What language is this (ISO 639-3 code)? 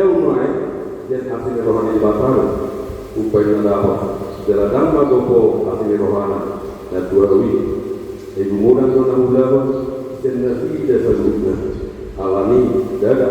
bbc